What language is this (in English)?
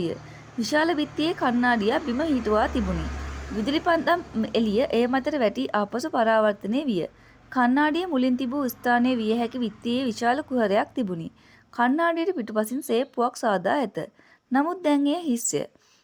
Sinhala